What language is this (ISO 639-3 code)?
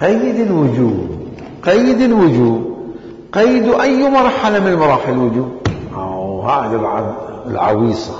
acm